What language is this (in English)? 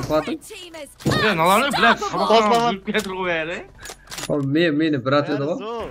Kara-Kalpak